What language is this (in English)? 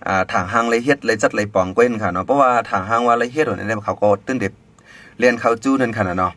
Shan